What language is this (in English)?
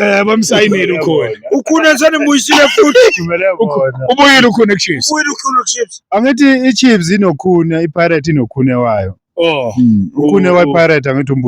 Zulu